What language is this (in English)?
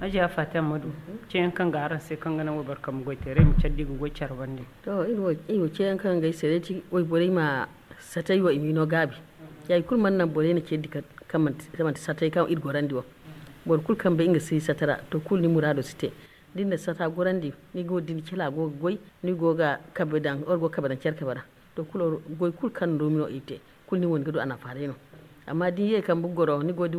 Zarma